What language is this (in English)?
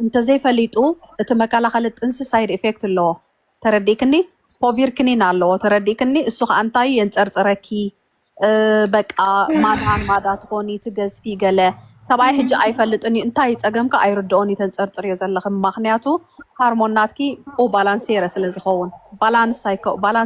Tigrinya